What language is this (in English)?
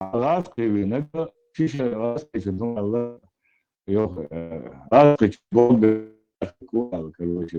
Chechen